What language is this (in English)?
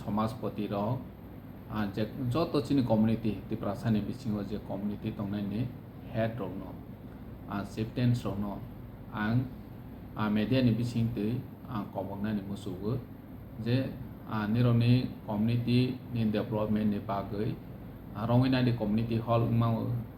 Kok Borok